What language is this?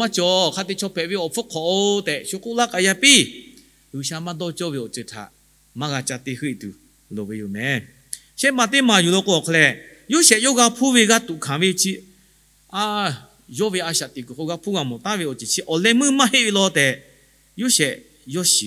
Lahu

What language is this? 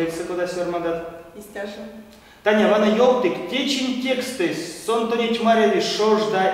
Erzya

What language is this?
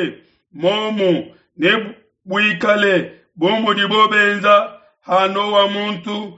Luba-Lulua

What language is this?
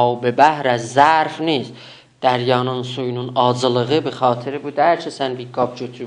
South Azerbaijani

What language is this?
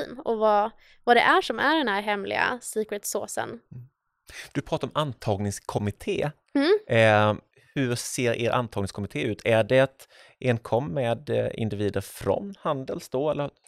Swedish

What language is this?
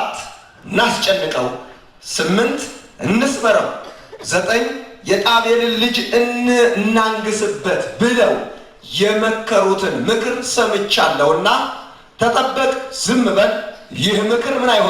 Amharic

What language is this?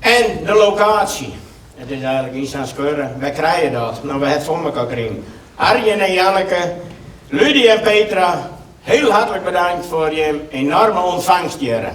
Western Frisian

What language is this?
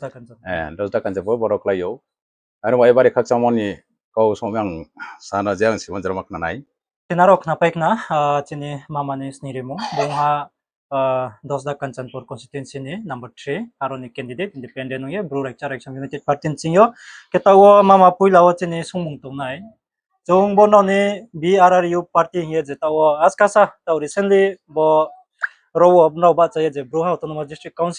Riang (India)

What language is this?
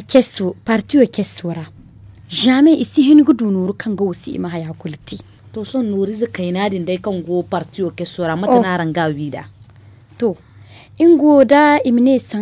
Zarma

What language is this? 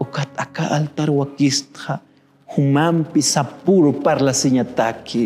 Aymara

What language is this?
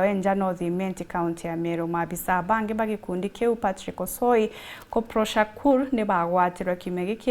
Meru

